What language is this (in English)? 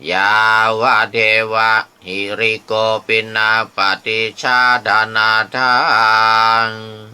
Pali